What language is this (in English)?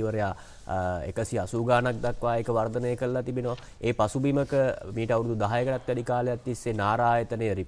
Sinhala